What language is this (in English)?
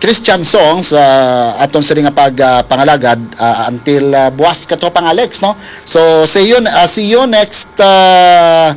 Hiligaynon